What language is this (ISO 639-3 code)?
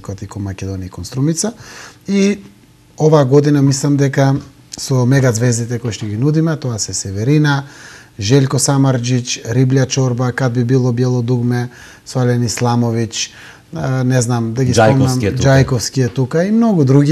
mkd